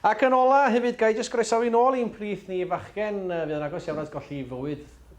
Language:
Welsh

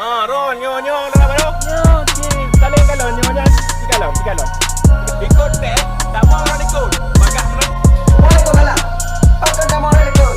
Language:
Achinese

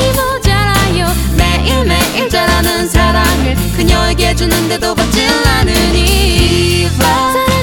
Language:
Korean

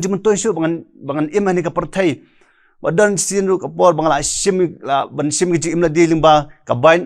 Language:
Khasi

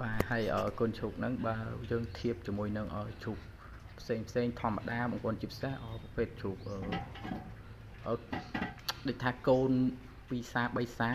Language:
Khmer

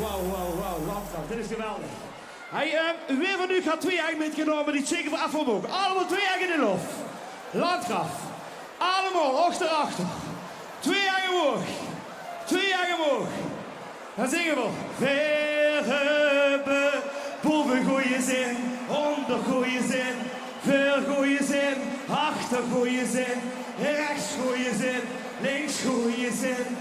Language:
Limburgish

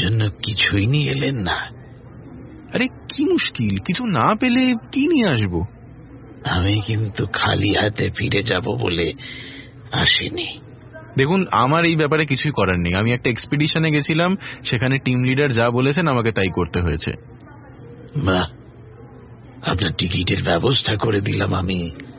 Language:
Bangla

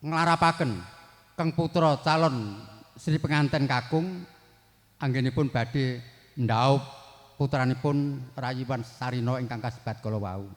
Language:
Javanese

